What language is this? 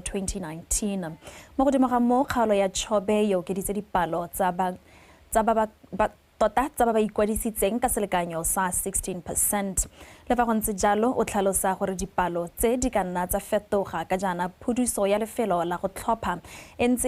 Tswana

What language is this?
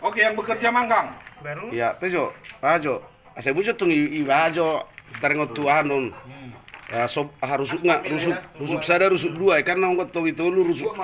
Batak Toba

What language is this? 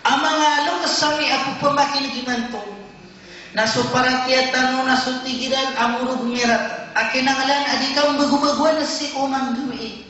Maranao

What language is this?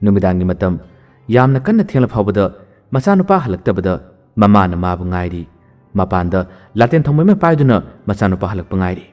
Manipuri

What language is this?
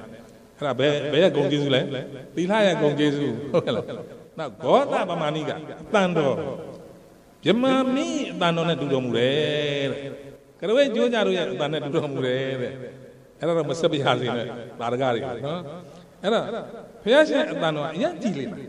Burmese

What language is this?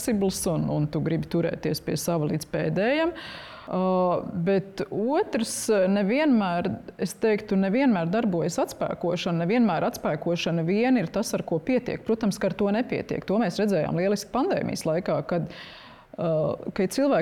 Latvian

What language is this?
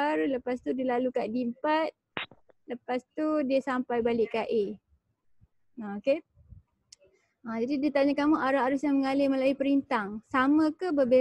Malay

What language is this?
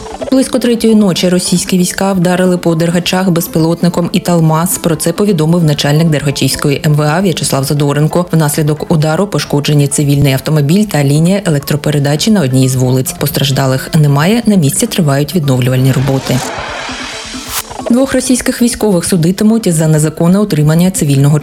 Ukrainian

